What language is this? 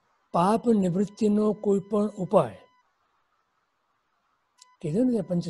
Gujarati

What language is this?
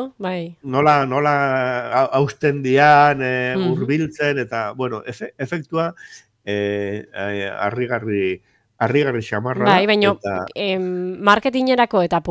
Basque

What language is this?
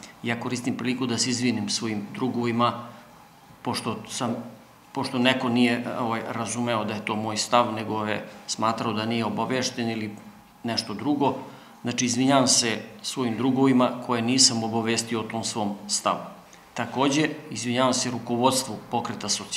Serbian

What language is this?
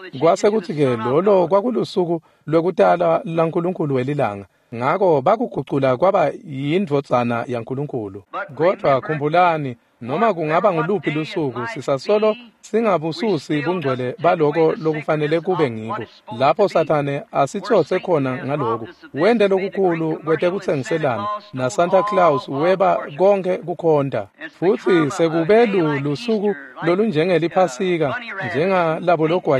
Swati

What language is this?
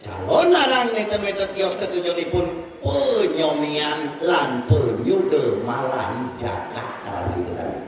Balinese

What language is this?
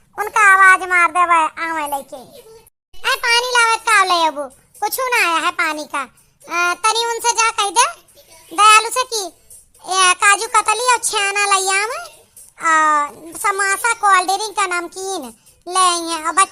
Awadhi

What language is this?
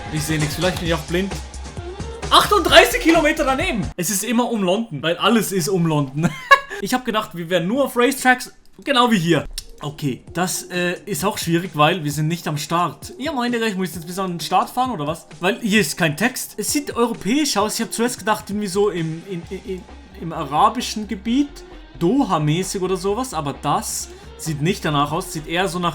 Swiss German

